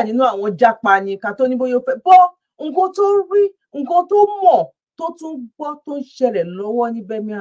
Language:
Yoruba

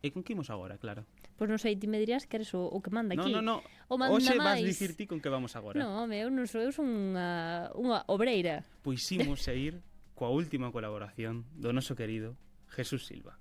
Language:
Galician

